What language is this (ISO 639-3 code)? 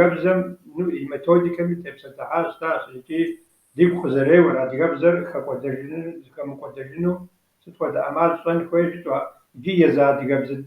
kbd